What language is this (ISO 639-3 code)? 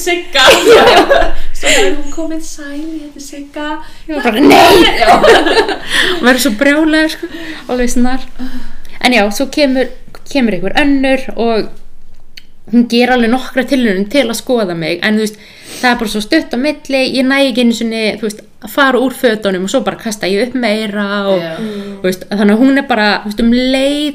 isl